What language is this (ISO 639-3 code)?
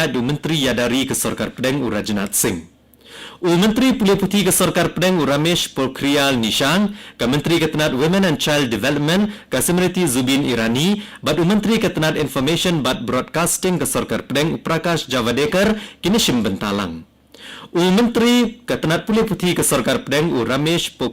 kha